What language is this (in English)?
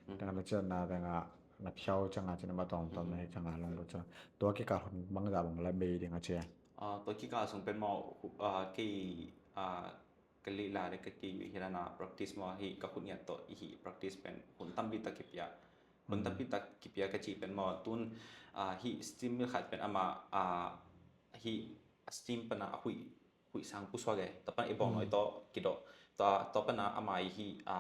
Tedim Chin